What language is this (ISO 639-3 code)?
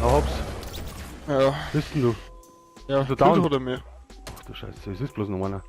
bar